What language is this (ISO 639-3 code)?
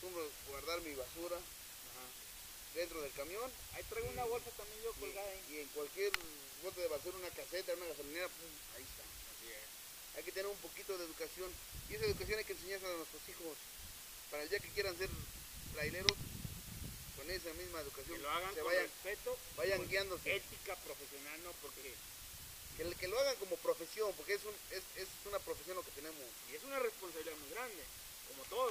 spa